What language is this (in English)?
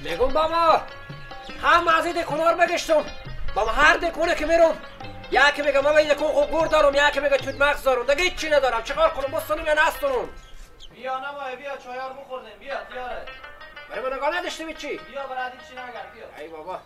Persian